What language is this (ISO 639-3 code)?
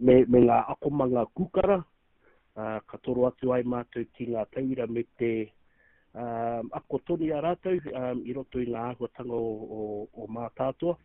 mri